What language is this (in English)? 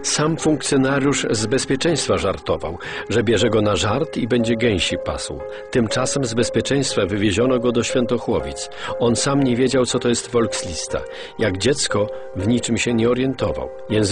Polish